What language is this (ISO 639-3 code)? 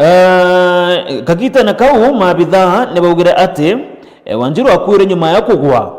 mer